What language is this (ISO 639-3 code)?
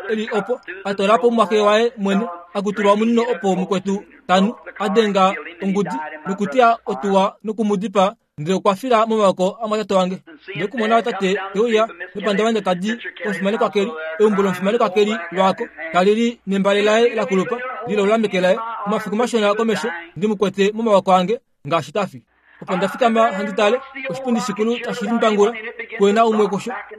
kua